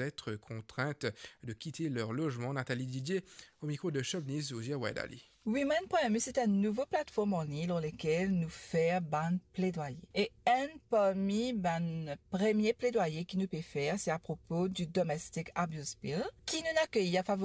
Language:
Morisyen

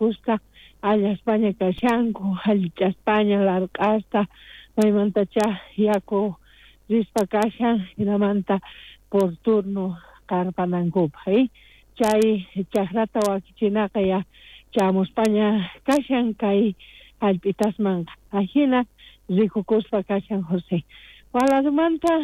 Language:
South Bolivian Quechua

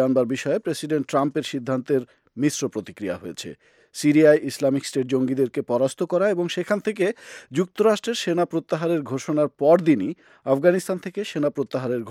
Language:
Bangla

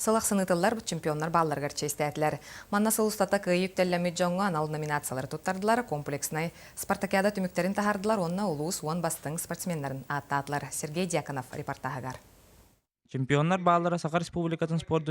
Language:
Yakut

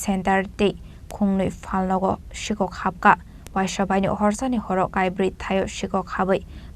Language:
Kok Borok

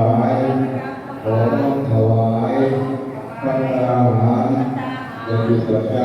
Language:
Pali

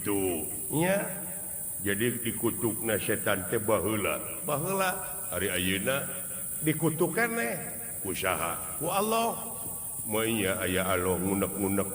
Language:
Sundanese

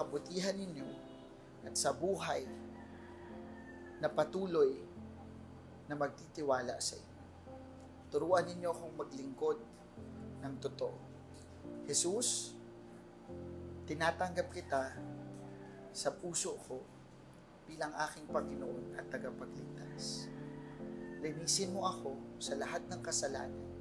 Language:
Filipino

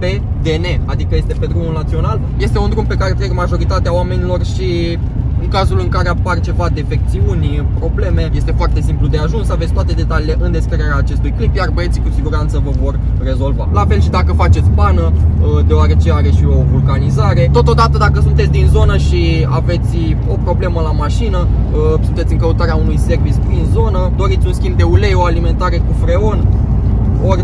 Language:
Romanian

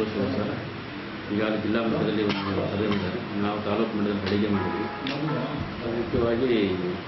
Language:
Kannada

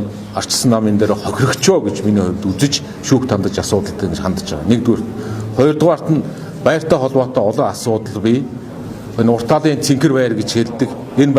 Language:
Mongolian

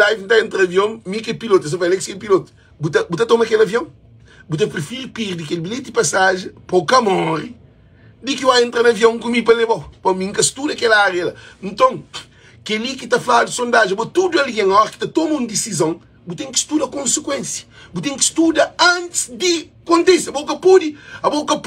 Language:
Kabuverdianu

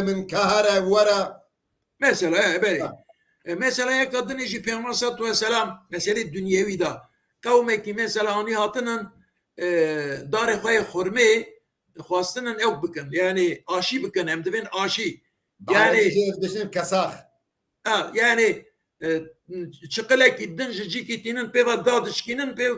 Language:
Kurdish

